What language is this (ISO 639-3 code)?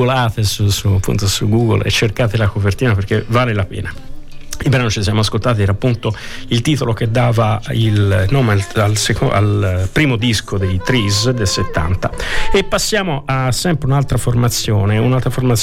ita